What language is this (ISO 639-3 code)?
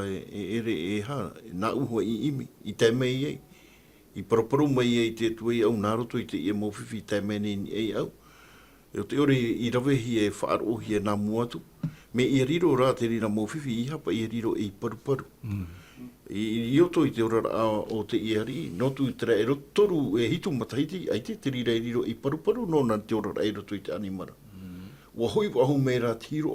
tah